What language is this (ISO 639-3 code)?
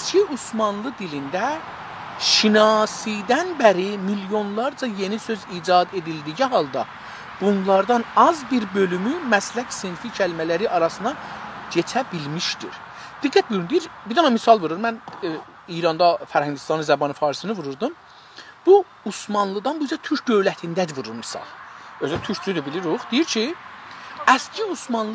azb